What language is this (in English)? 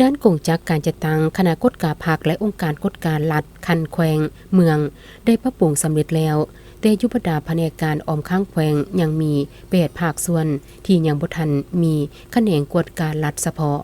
Lao